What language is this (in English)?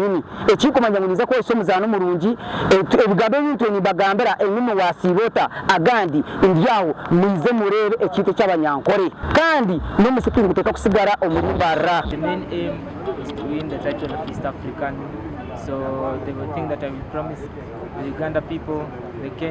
Nyankole